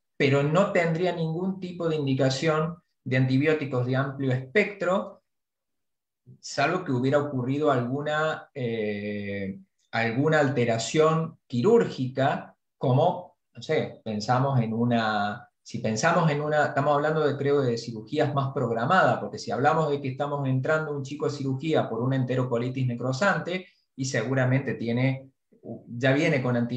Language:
Spanish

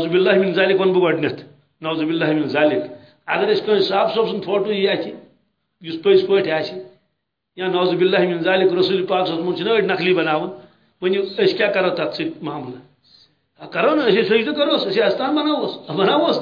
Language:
Kashmiri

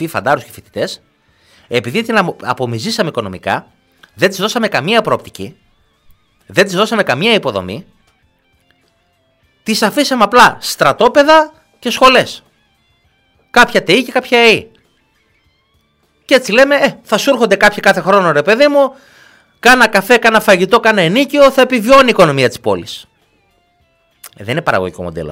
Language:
Greek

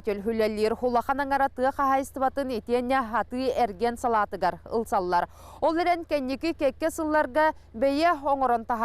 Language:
Yakut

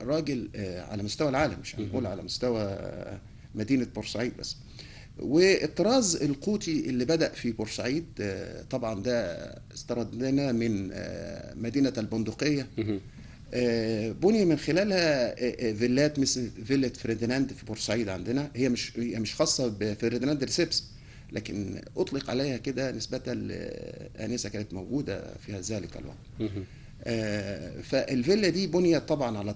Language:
Egyptian Arabic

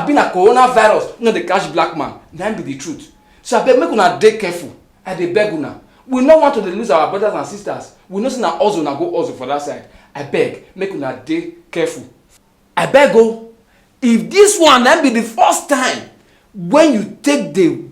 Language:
Nigerian Pidgin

